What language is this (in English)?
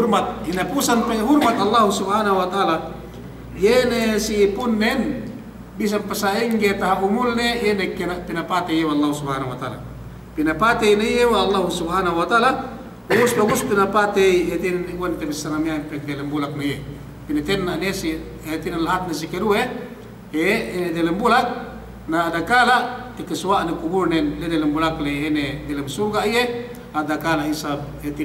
Yakan